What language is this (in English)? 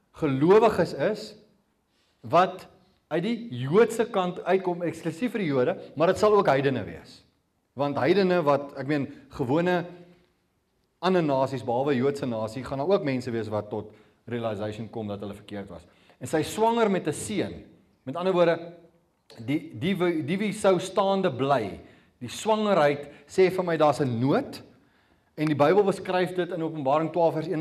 Afrikaans